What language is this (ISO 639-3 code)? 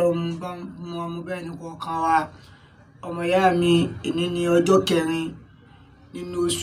yor